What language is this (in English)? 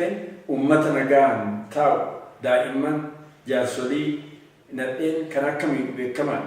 Oromo